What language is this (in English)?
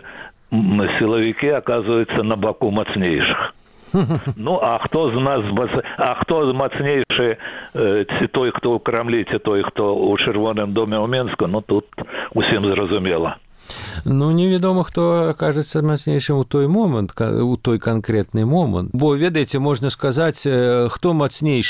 Belarusian